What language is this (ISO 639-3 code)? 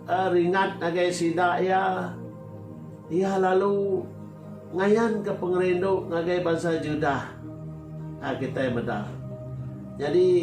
iba